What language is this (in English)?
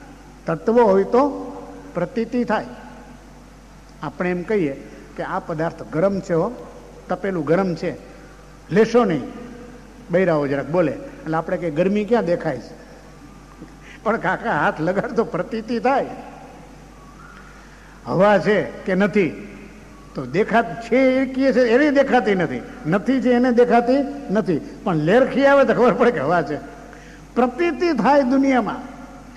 Gujarati